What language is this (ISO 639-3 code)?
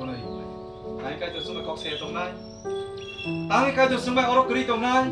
trp